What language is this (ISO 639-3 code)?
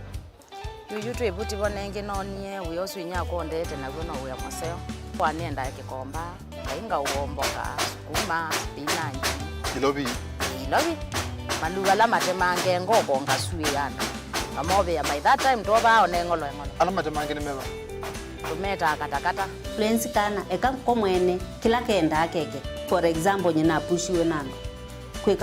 kam